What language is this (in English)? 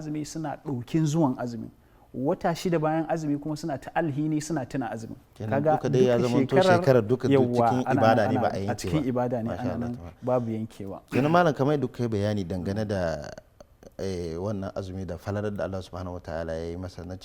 Hausa